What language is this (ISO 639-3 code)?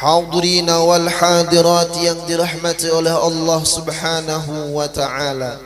bjn